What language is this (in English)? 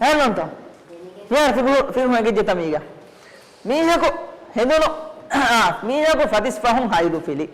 Divehi